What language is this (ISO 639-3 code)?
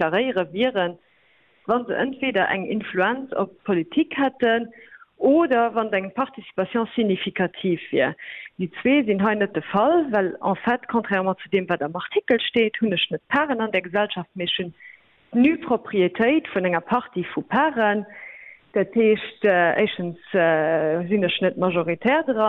ltz